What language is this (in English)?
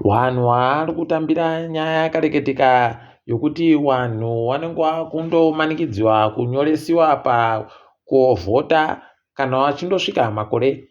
Ndau